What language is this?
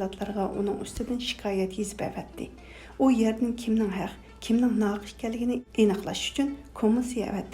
Uyghur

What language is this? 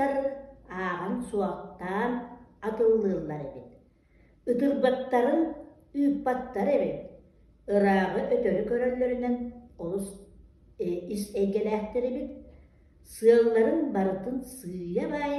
Yakut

